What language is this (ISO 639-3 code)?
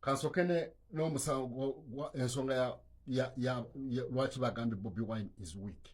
lug